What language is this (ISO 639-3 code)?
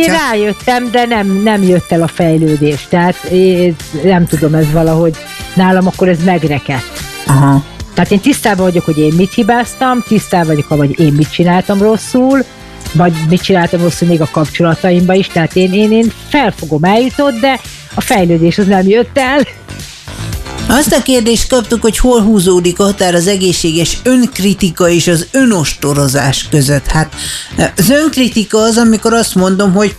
hun